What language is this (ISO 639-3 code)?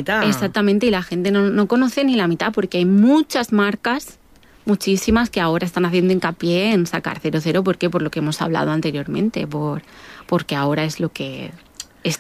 spa